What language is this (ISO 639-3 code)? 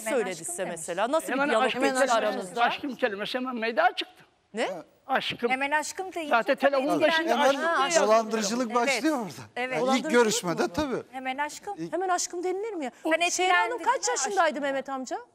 tur